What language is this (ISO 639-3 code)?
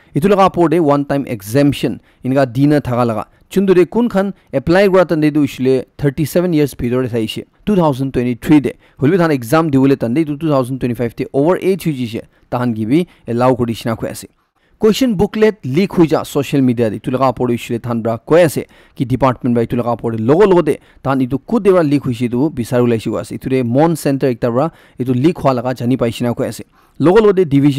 nag